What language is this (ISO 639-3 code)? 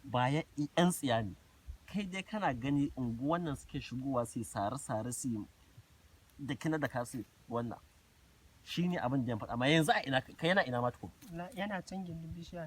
hau